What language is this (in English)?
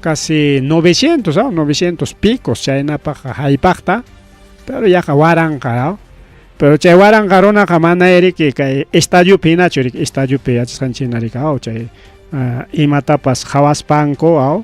Ayacucho Quechua